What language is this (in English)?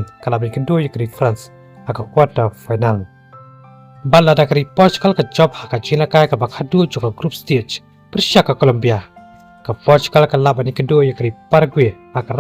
Khasi